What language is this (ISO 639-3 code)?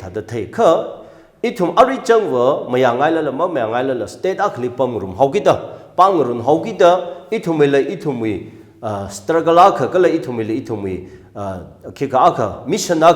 nmf